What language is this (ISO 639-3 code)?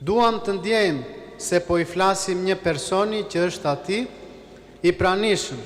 sqi